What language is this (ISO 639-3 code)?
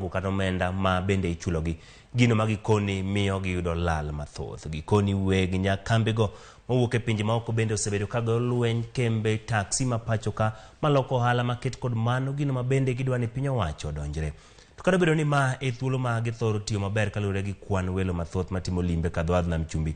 luo